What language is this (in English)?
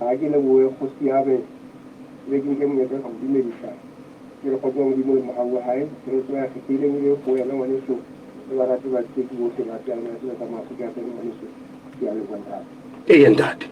Southern Sotho